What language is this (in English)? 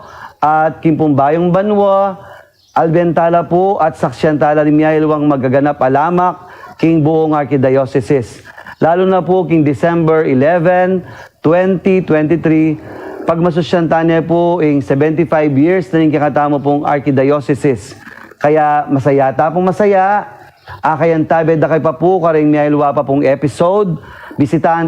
Pampanga